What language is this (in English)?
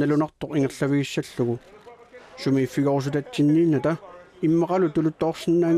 Kalaallisut